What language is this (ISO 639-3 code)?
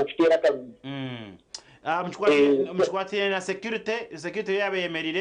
nyn